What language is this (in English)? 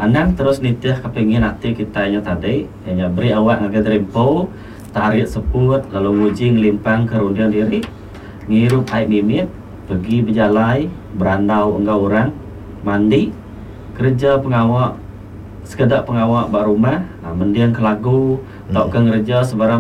Iban